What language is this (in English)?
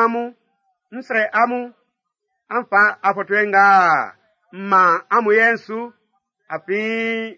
Baoulé